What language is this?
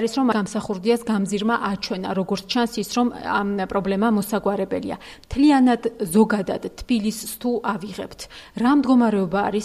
Georgian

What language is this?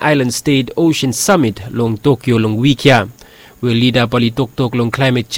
Bislama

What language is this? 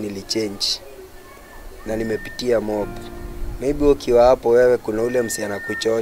Swahili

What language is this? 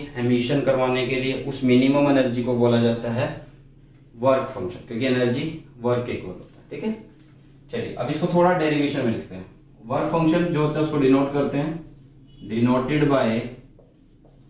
Hindi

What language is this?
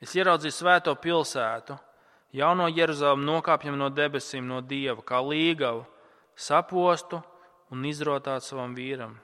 Latvian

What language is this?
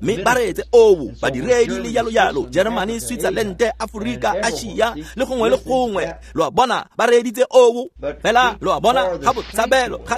Tswana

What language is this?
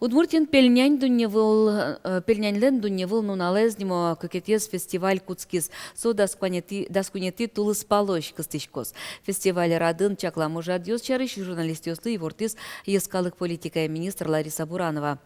Udmurt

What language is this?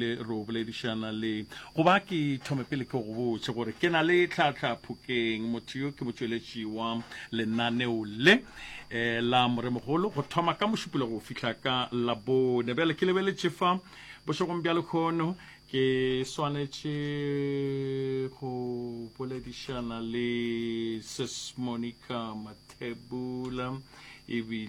Northern Sotho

